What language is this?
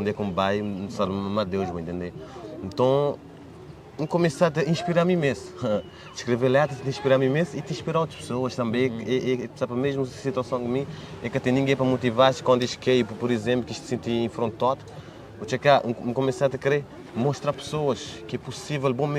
Kabuverdianu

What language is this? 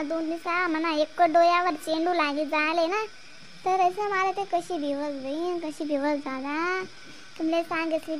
Khandesi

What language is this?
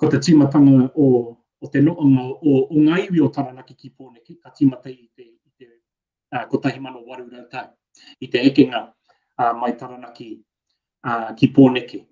Māori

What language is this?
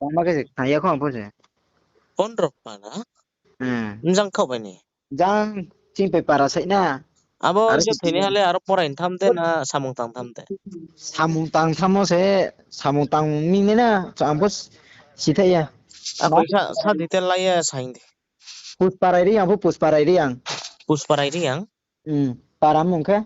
Riang (India)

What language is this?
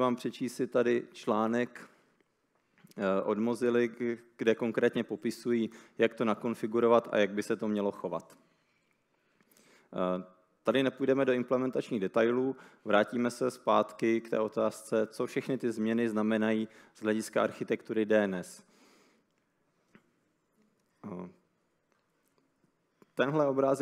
Czech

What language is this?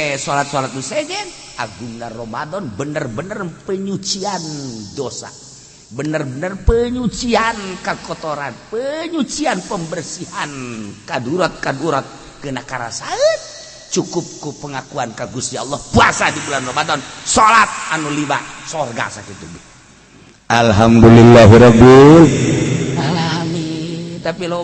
Sundanese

